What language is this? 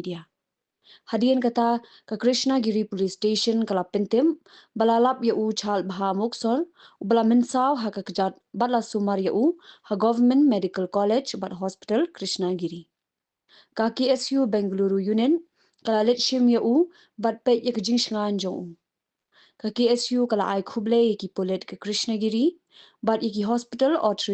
Khasi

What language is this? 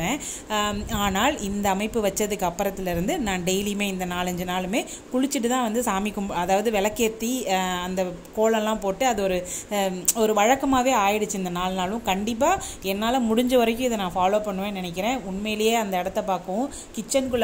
Tamil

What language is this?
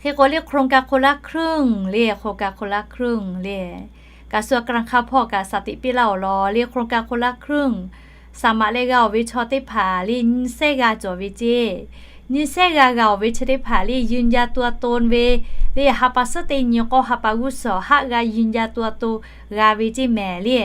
Lahu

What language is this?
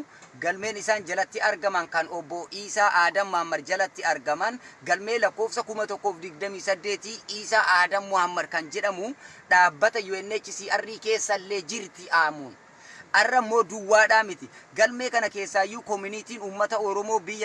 Oromo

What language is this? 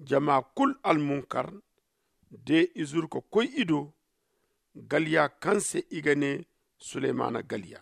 Zarma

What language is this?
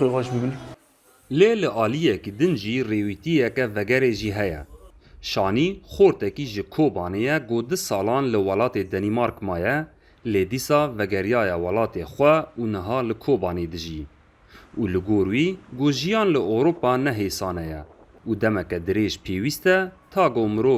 Kurdish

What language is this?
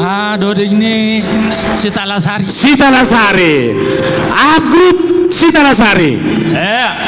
Batak Simalungun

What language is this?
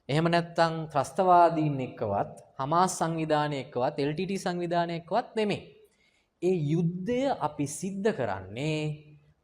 Sinhala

